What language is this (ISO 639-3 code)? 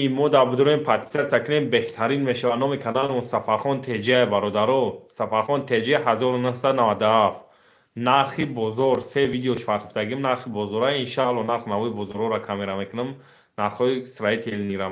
tgk